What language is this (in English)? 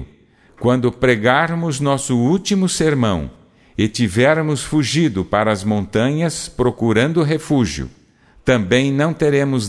Portuguese